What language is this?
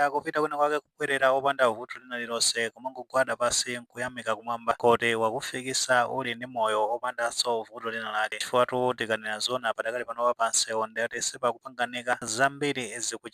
Nyanja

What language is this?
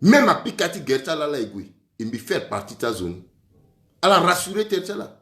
Sango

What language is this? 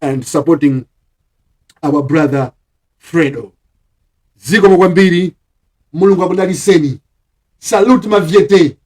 Nyanja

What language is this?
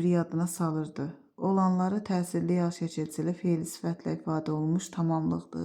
Azerbaijani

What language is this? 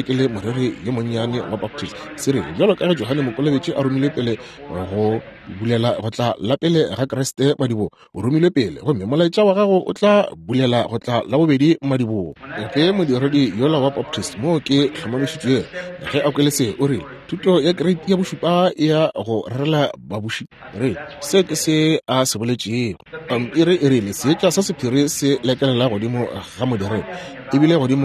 Northern Sotho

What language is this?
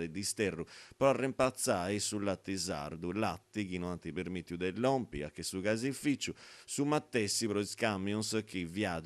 Sardinian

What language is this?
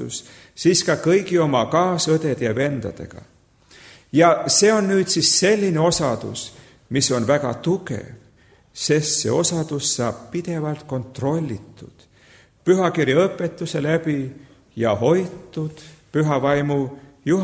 Estonian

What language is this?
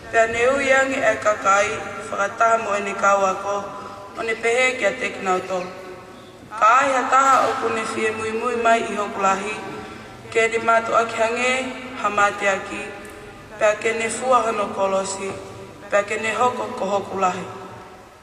Tongan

